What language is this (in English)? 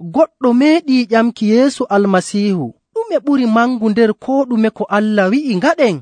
Nigerian Fulfulde